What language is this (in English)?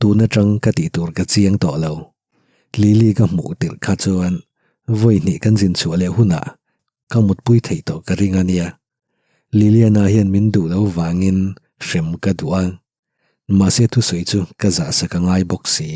Mizo